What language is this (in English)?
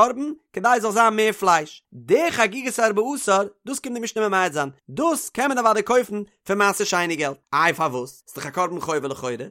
Yiddish